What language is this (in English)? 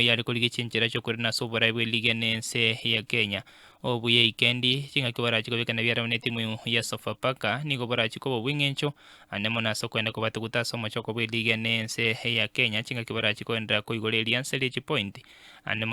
Gusii